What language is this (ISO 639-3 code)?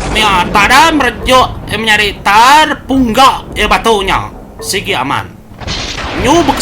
iba